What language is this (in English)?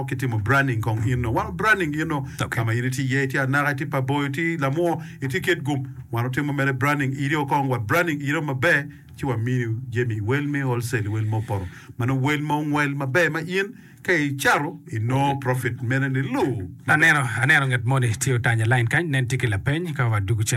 Acoli